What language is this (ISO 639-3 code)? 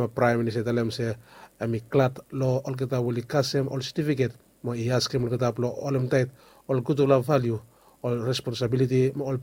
bis